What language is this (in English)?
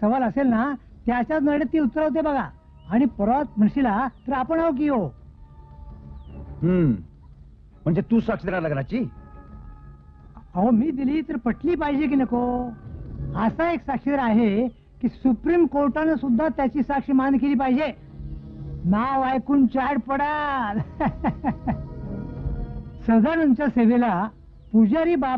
Marathi